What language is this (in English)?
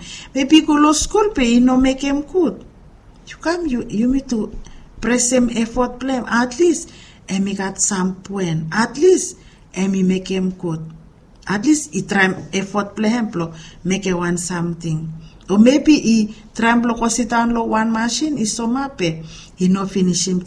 Bislama